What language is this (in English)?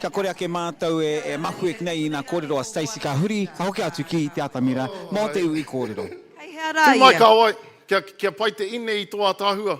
Māori